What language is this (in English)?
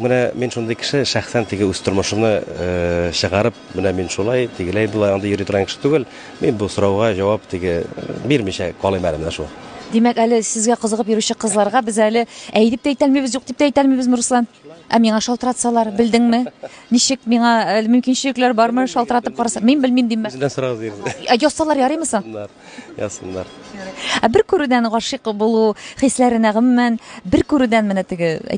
Tatar